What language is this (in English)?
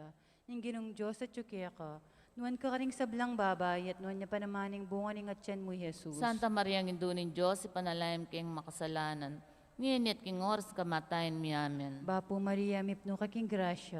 Pampanga